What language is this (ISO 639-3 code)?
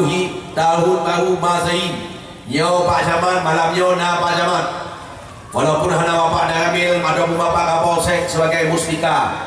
ace